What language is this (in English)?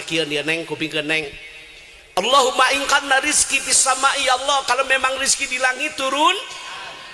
Sundanese